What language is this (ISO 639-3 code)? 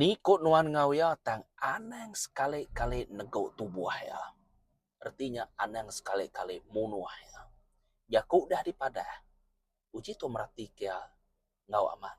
iba